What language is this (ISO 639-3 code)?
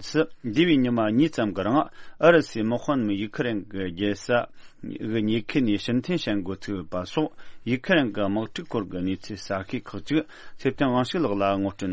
bod